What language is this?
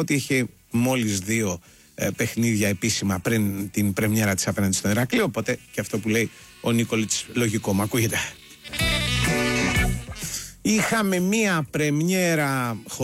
Greek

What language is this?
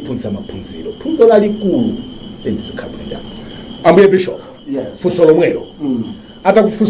Nyanja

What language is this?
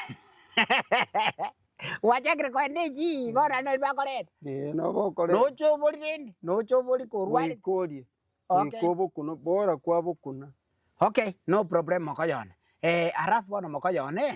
Gusii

